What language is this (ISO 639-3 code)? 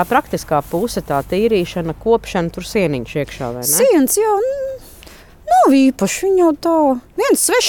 lav